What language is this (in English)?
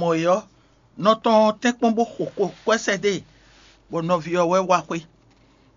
Fon